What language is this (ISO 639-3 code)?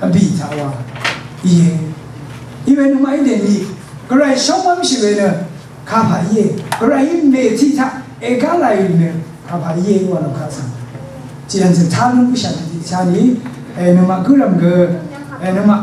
raw